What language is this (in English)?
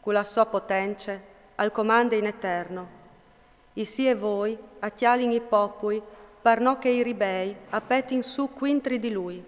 Friulian